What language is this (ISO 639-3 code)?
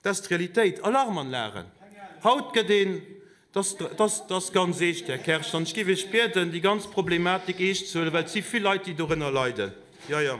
ltz